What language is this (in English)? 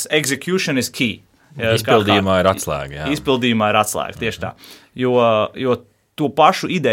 Latvian